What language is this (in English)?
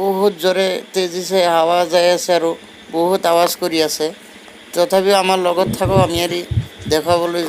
Assamese